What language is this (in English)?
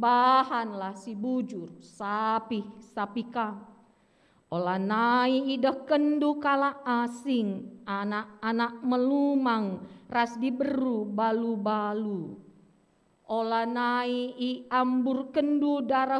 Batak Karo